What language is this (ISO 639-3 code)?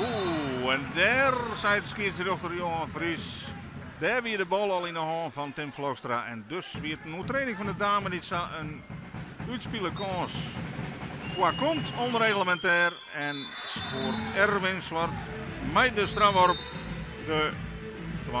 fry